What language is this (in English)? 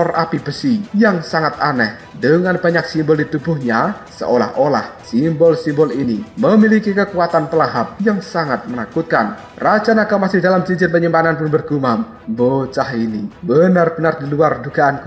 Indonesian